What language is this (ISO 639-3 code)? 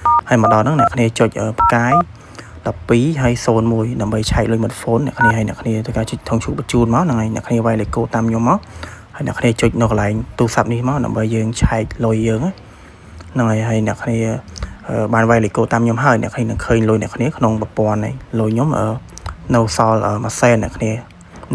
khm